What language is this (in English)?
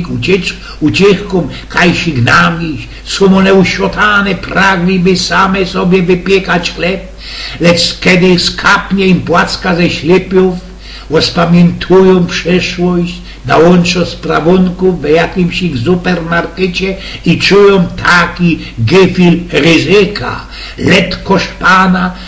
Silesian